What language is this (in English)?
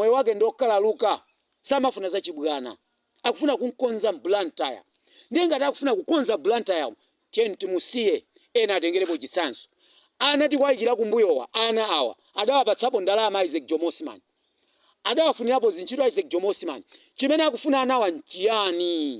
Nyanja